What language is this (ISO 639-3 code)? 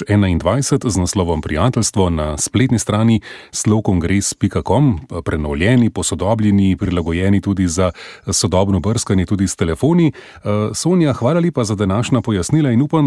slv